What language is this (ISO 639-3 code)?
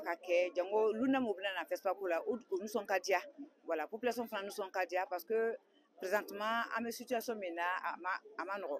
bam